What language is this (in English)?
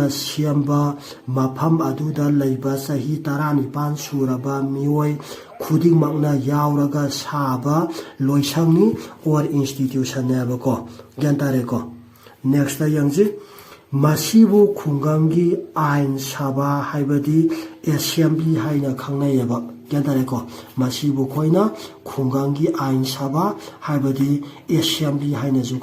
Manipuri